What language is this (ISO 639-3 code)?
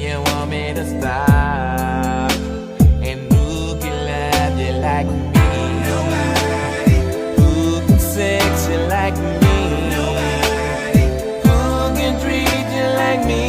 jam